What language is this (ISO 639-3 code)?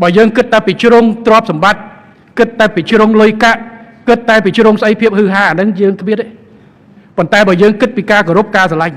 khm